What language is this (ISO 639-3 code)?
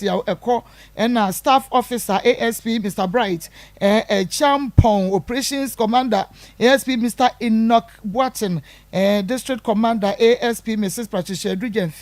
aka